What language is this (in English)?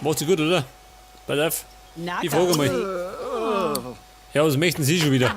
Bavarian